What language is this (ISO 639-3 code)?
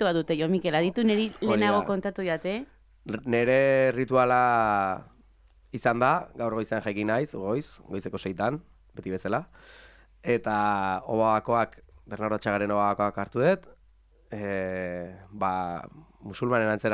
eus